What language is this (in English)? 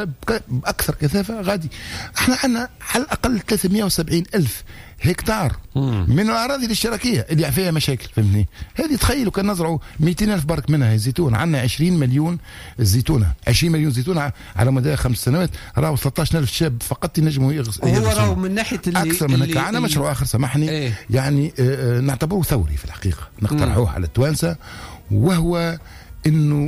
Tunisian Arabic